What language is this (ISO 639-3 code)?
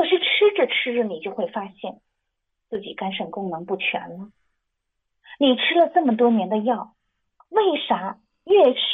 zho